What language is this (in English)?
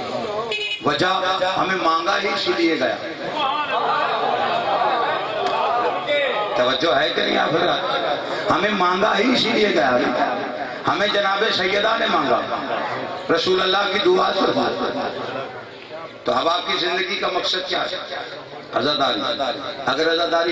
Urdu